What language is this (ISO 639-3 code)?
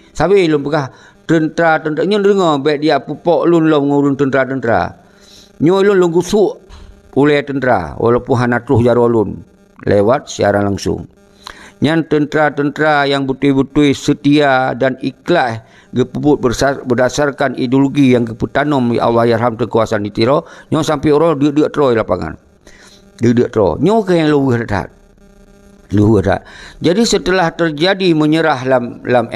ace